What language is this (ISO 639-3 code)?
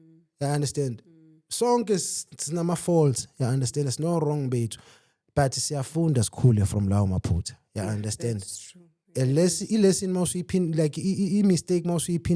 zul